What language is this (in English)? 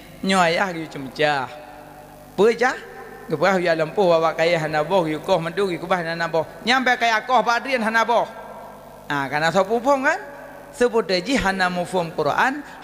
Achinese